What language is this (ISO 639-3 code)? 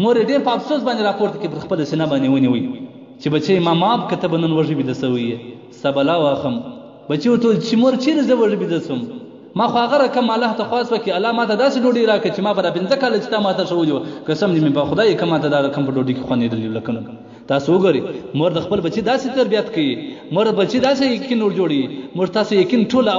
pus